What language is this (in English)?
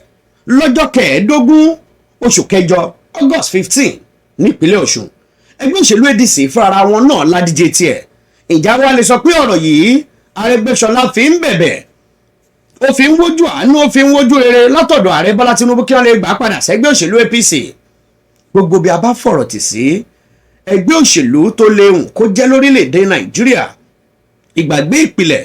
Yoruba